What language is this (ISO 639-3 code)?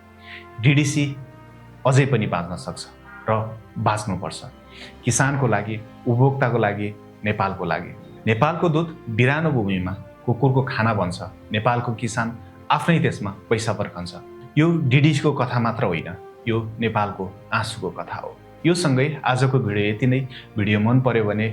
nep